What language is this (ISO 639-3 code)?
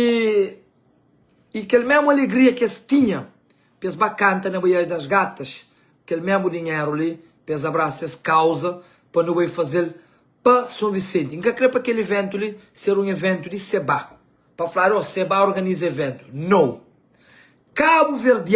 kea